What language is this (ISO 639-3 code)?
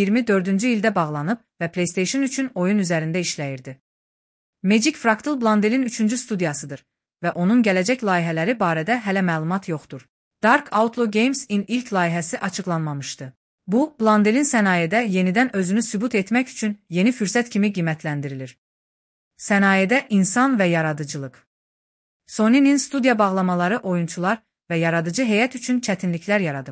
aze